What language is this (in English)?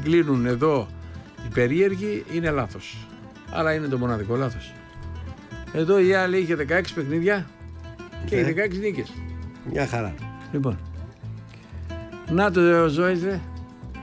Greek